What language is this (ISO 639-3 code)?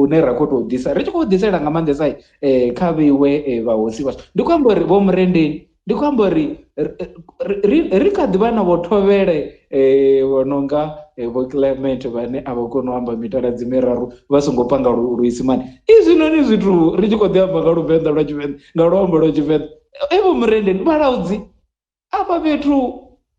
ven